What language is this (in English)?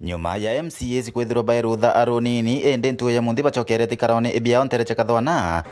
Meru